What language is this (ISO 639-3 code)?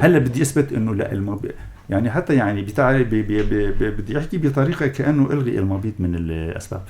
apc